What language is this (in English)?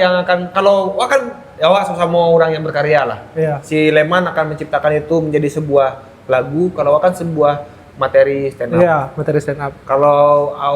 Minangkabau